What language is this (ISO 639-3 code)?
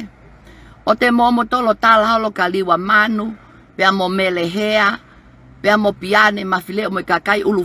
ton